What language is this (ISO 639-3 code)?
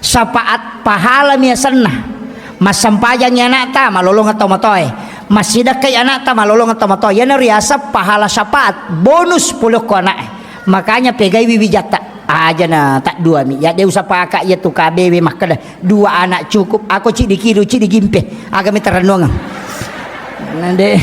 bug